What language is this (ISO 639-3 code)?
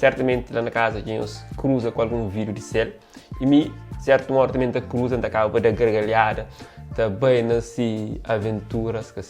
kea